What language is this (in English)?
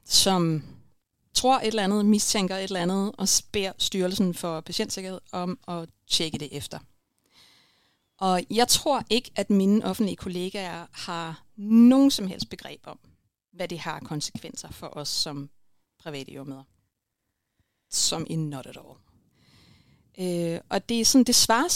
Danish